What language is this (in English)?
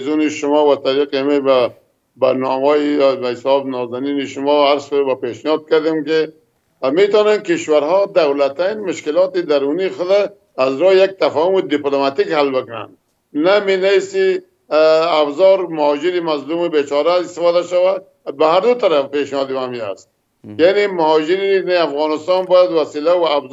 Persian